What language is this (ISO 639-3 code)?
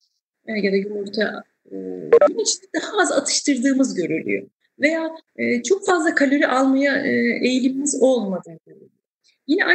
tur